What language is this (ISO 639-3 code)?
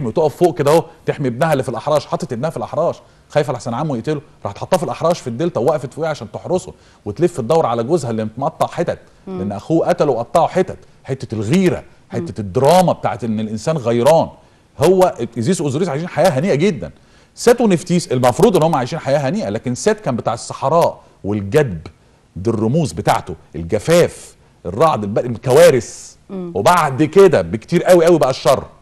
arz